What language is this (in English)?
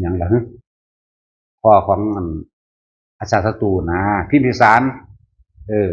Northeastern Thai